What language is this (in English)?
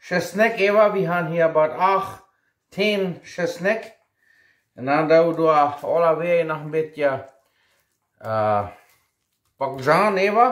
Plautdietsch